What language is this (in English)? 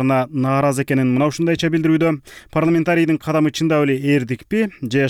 Kyrgyz